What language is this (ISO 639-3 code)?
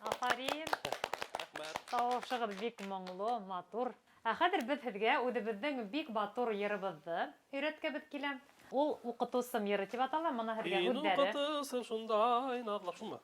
bak